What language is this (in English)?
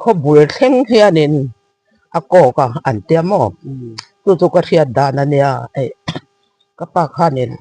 Mizo